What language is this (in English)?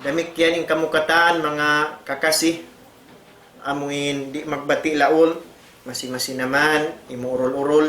Tausug